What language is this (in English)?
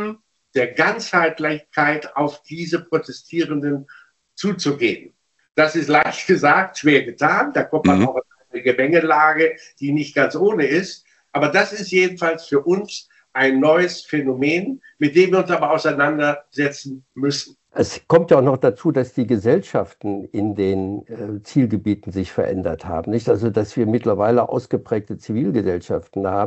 German